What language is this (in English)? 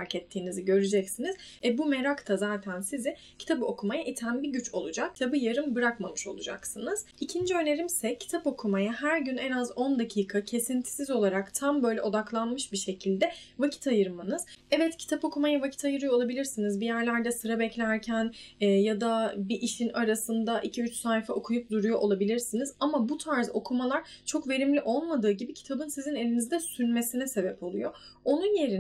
Turkish